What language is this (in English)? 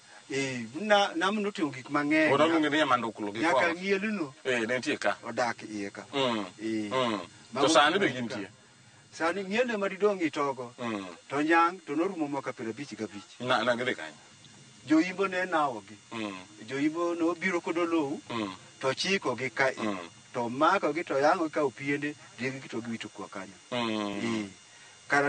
Luo (Kenya and Tanzania)